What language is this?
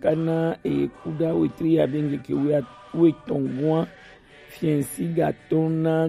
Gen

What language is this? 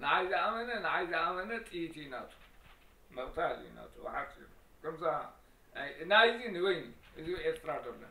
Tigrinya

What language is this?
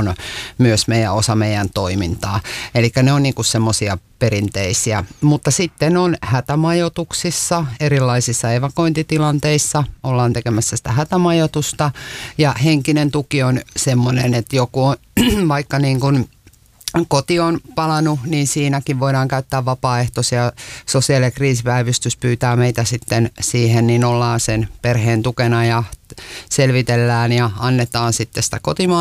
Finnish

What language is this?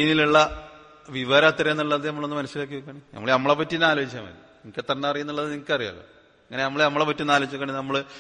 Malayalam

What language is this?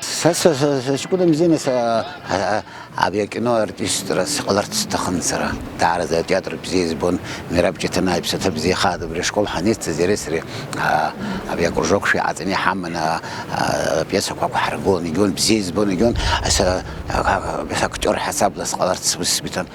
Abkhazian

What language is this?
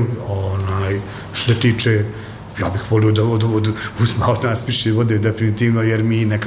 Bosnian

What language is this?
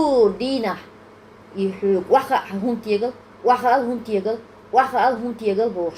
Chechen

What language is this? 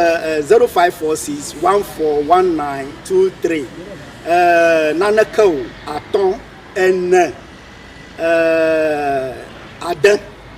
Ewe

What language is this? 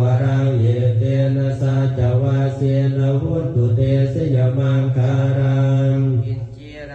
Pali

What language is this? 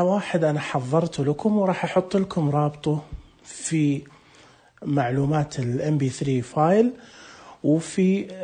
Najdi Arabic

